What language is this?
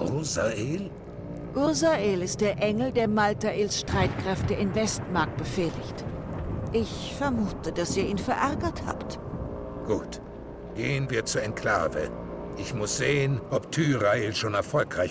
Swiss German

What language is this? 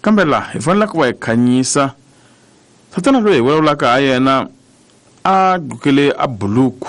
Tsonga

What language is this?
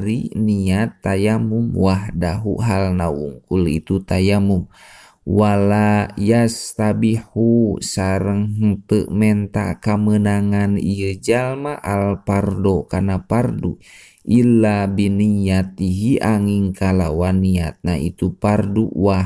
Sundanese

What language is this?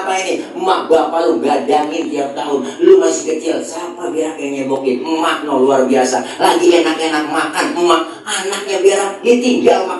Betawi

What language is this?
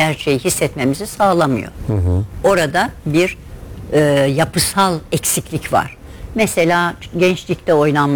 Turkish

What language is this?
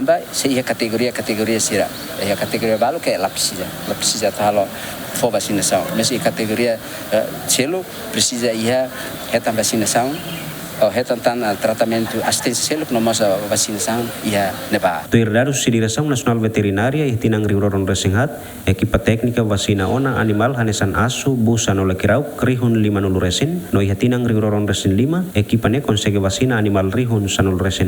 Tetum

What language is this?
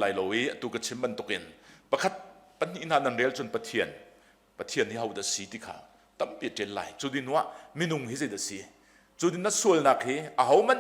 Hakha Chin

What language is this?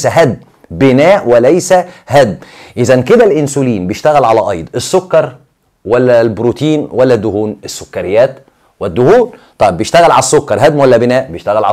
Egyptian Arabic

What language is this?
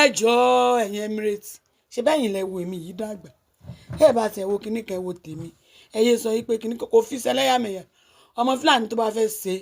Yoruba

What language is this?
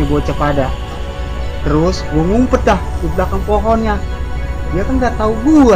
Betawi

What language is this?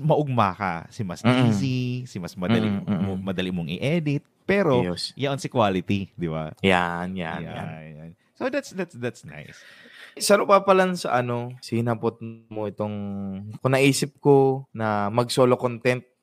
Bikol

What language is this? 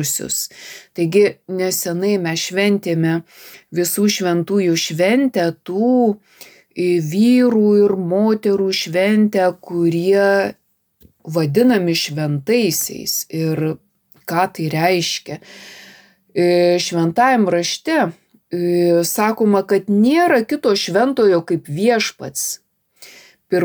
Lithuanian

